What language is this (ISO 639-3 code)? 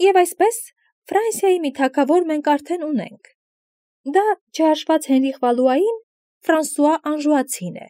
hye